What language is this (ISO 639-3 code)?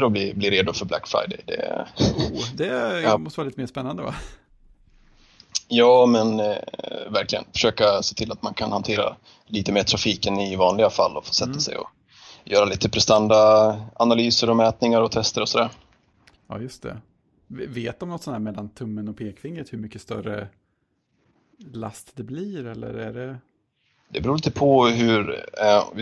swe